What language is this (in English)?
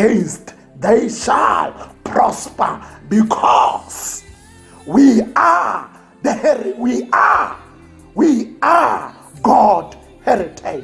Tswana